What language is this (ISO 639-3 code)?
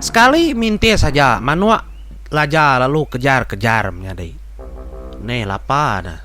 iba